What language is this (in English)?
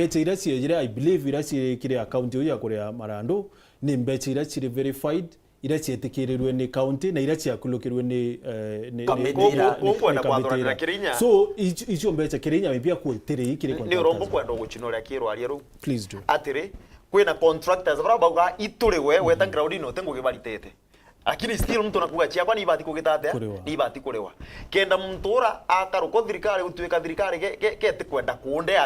Meru